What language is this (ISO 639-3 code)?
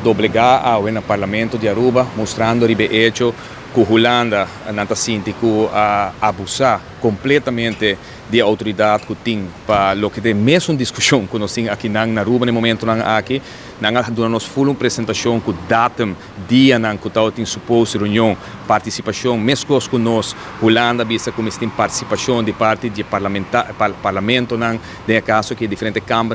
pap